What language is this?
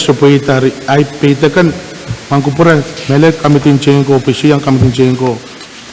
Pohnpeian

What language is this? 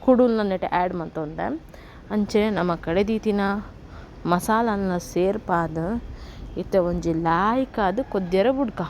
Tulu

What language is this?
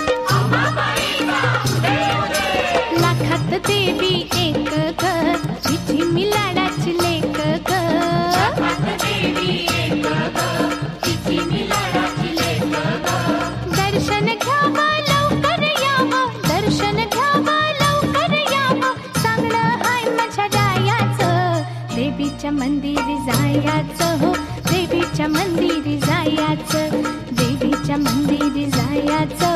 Marathi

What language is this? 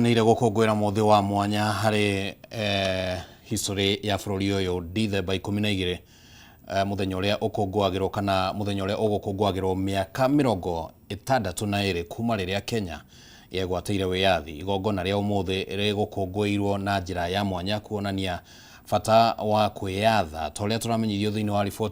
Kikuyu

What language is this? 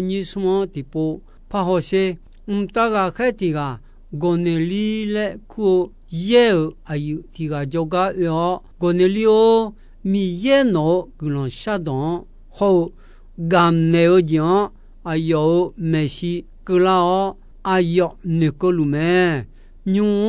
Akha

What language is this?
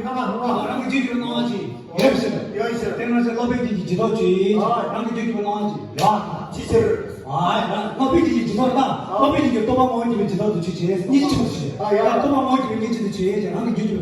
Tibetan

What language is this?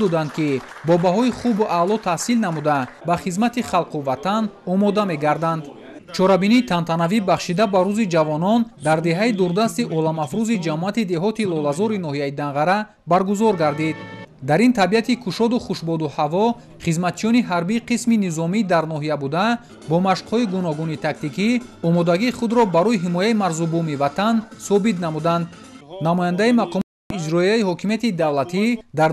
Tajik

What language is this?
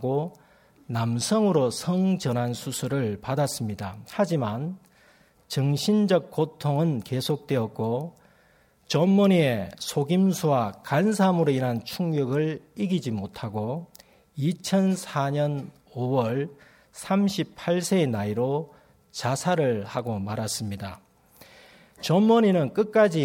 Korean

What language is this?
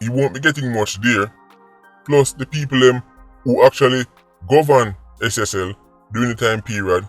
Jamaican Creole English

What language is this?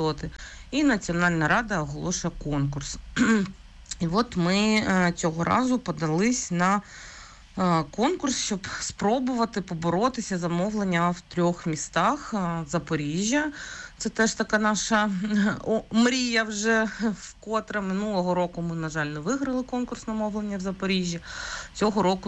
Ukrainian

